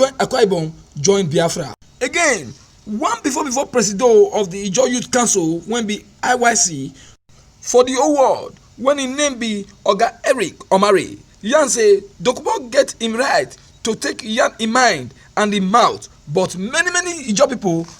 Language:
Nigerian Pidgin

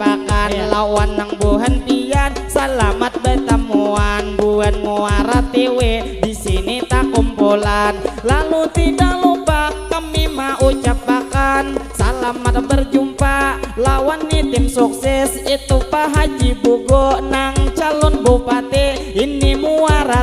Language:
Banjar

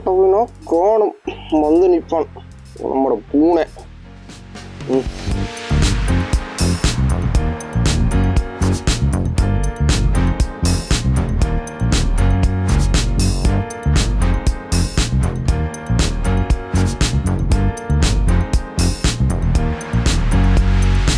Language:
Tamil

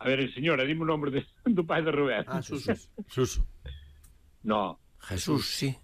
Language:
Galician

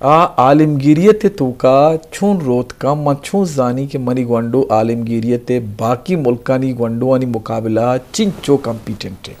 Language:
Eastern Balochi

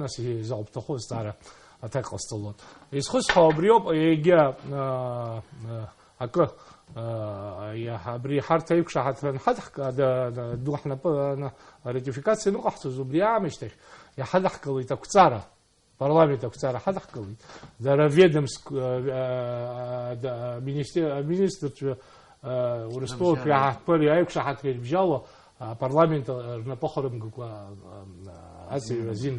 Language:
Abkhazian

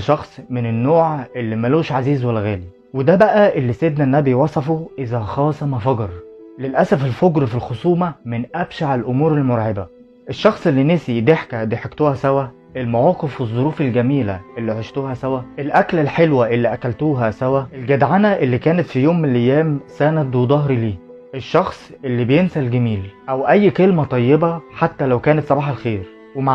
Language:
Egyptian Arabic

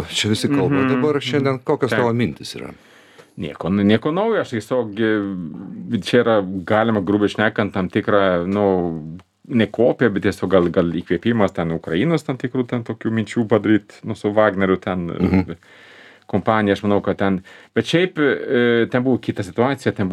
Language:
Lithuanian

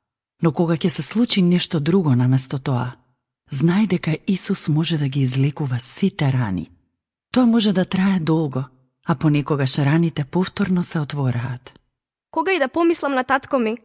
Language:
Macedonian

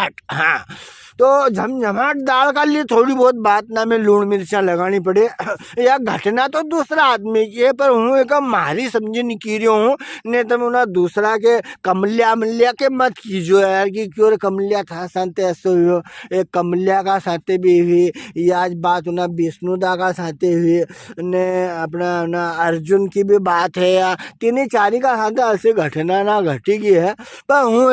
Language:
Rajasthani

